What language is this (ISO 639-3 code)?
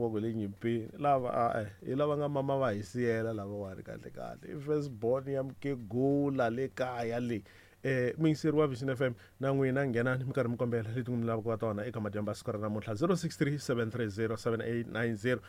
tso